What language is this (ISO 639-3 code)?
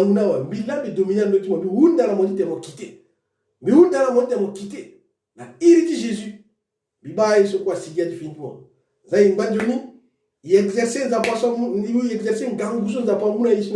sag